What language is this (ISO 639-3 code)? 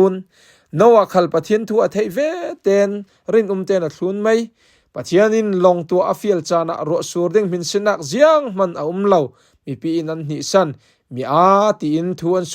cfm